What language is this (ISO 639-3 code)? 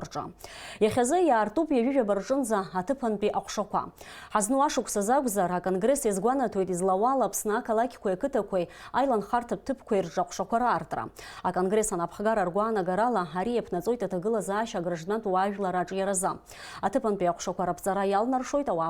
abk